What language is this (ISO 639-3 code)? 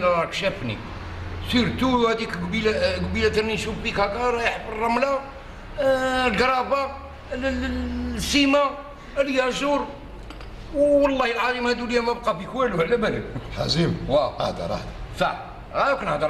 arq